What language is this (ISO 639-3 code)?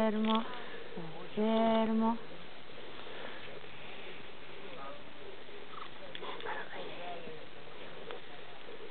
ita